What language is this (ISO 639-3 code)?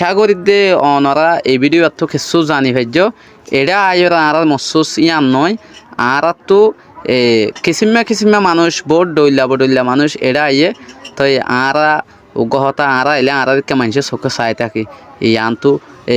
rhg